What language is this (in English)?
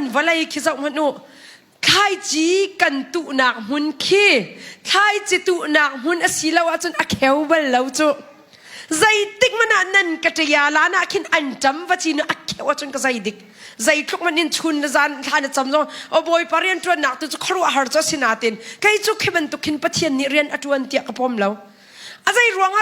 Hakha Chin